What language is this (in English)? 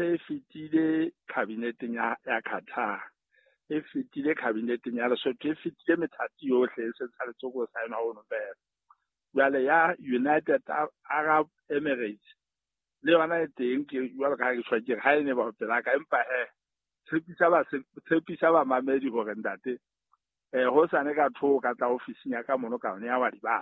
Southern Sotho